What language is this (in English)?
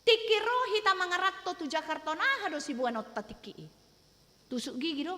Batak Toba